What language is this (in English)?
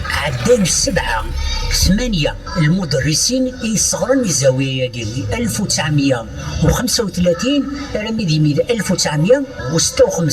Kabyle